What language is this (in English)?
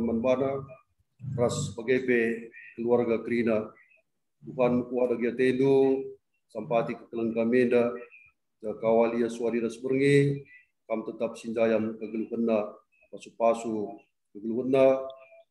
Batak Karo